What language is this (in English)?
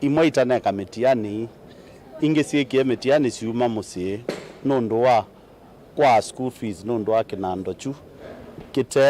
Kamba